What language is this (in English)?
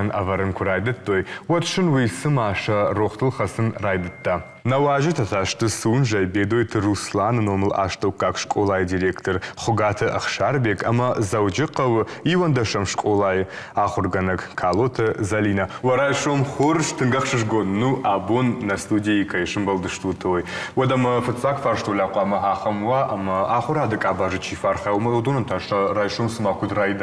Ossetic